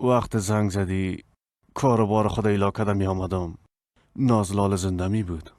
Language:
Persian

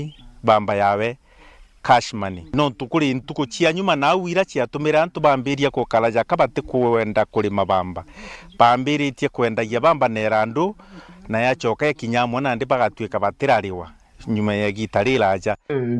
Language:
Meru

